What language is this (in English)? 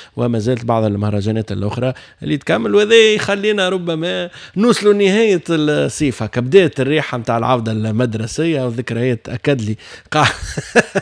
Tunisian Arabic